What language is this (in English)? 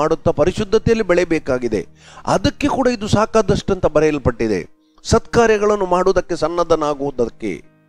Kannada